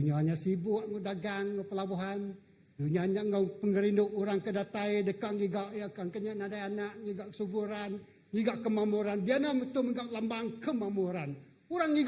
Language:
Iban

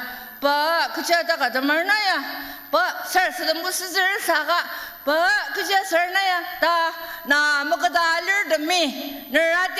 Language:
Ao Naga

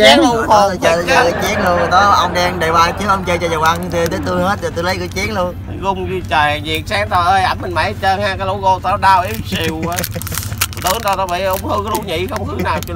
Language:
Vietnamese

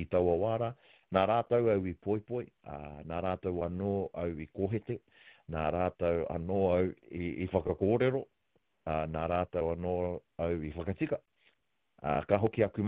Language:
Māori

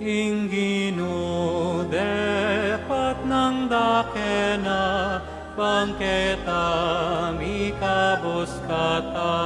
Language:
Pampanga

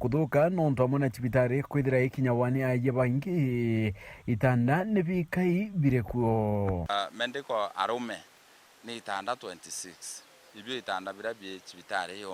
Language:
Meru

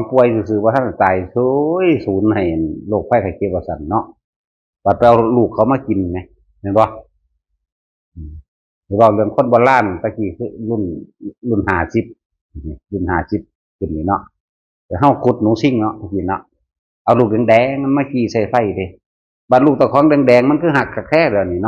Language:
Northeastern Thai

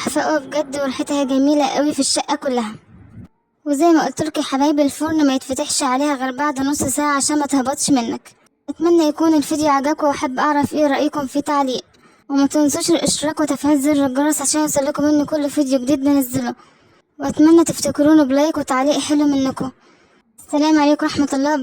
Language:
Egyptian Arabic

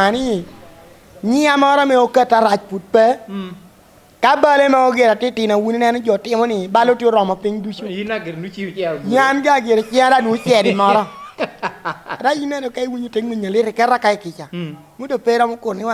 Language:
Lango (Uganda)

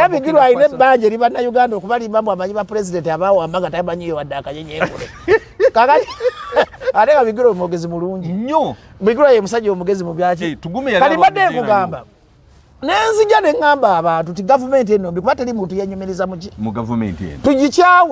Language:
Ganda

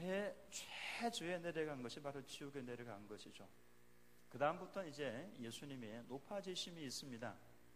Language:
Korean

